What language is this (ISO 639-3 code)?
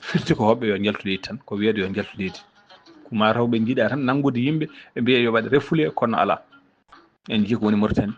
ful